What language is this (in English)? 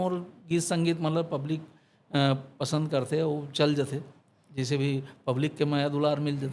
Chhattisgarhi